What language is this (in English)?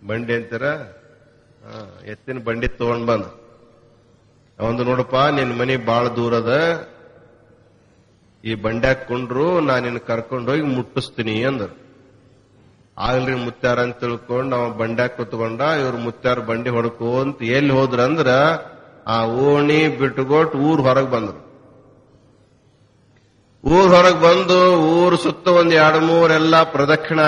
Kannada